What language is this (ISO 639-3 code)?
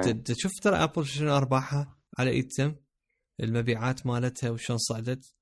acm